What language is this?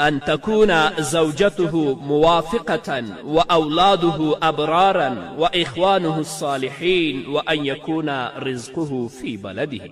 Pashto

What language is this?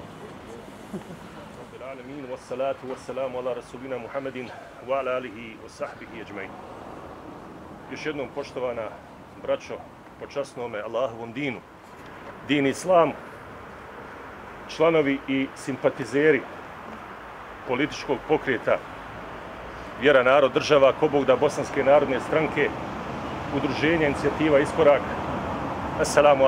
Bosnian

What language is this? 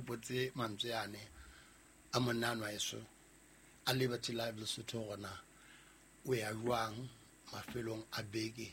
Southern Sotho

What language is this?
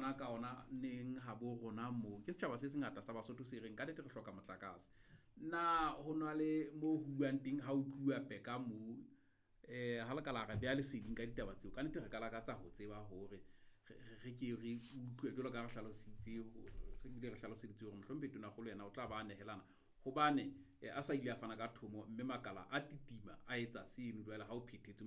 Southern Sotho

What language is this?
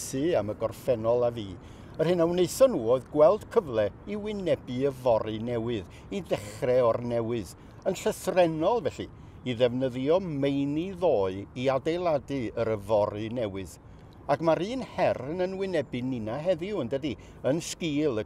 Welsh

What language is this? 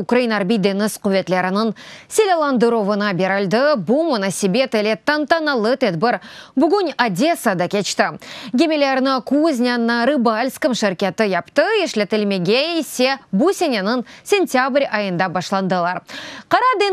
Crimean Tatar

